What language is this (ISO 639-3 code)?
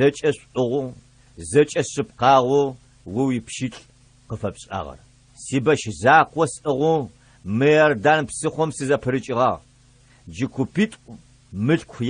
ady